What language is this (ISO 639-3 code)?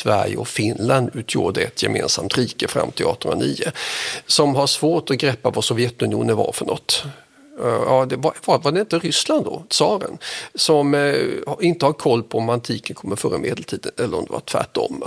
swe